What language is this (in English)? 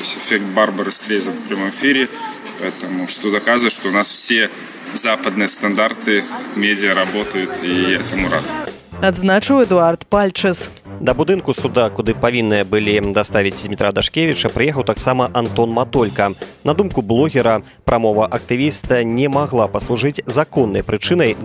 Belarusian